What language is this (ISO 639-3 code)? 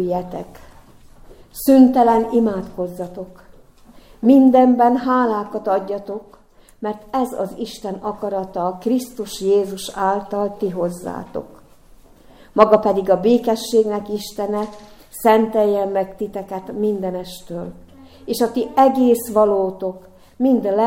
hun